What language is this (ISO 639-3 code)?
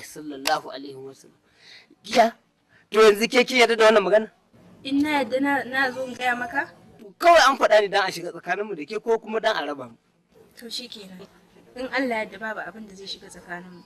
hau